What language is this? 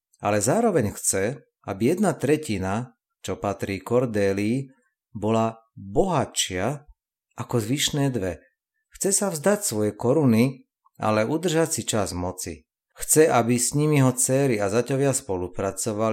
Slovak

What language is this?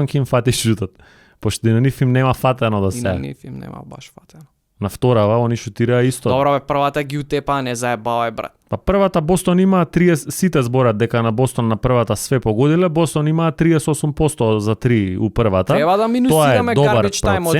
Macedonian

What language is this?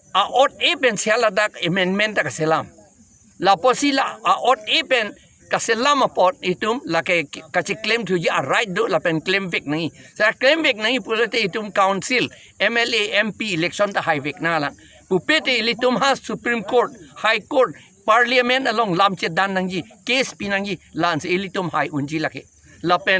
Karbi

